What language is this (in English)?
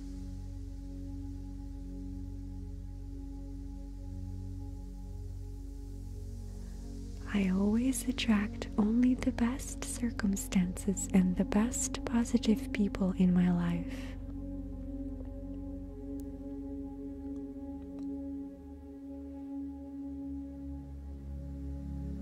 English